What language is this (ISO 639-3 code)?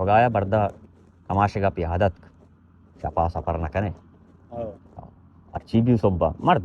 bal